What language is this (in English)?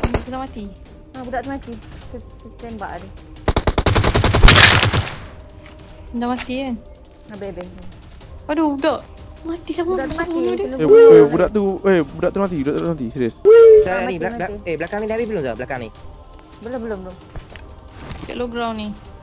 Malay